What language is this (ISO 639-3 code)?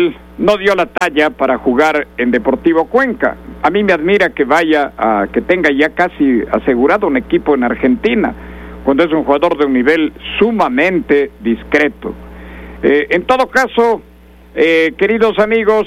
spa